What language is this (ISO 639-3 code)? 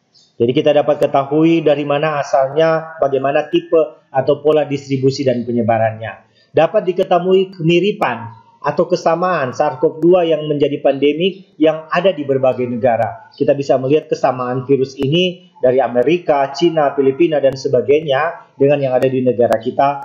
ind